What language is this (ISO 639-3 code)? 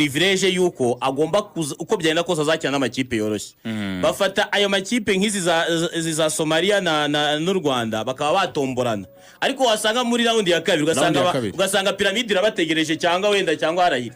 kin